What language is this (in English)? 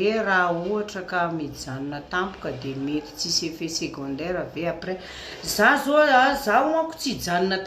Malagasy